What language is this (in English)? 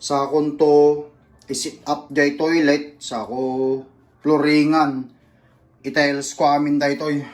Iloko